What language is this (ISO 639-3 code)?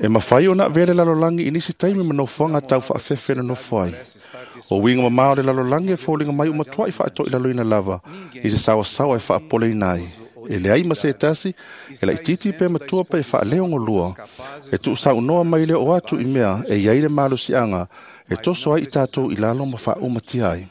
smo